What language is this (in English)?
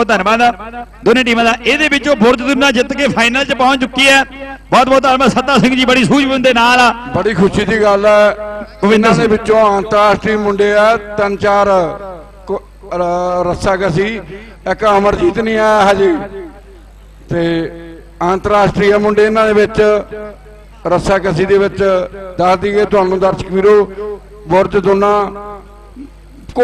Punjabi